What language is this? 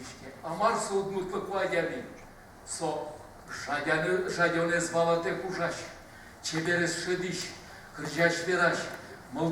Udmurt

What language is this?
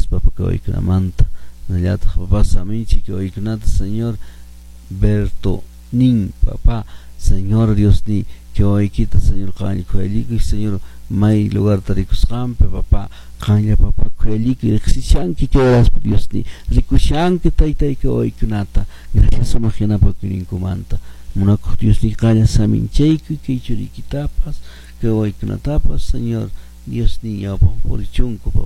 Quechua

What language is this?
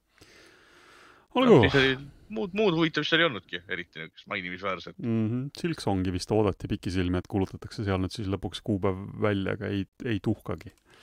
Estonian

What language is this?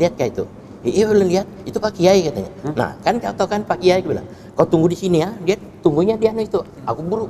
Banjar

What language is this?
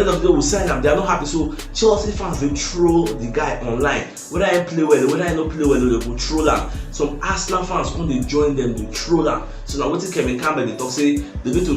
Nigerian Pidgin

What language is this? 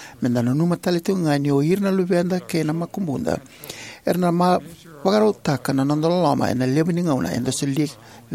Fijian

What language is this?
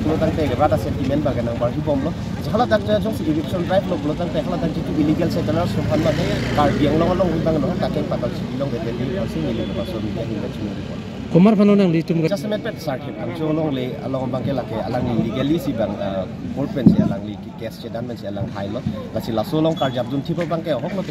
Karbi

